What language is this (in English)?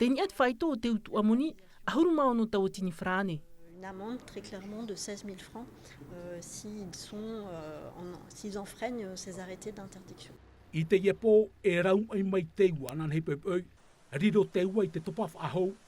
Tahitian